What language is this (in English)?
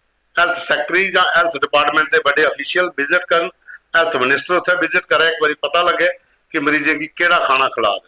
Dogri